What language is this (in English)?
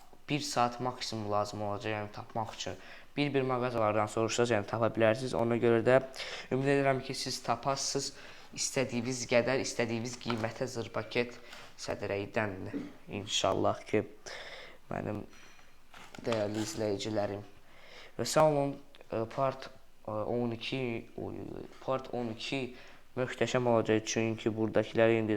Azerbaijani